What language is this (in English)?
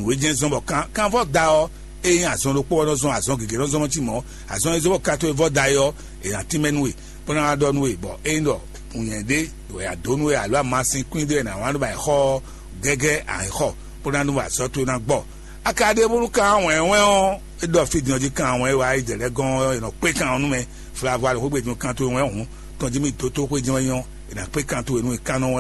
Fon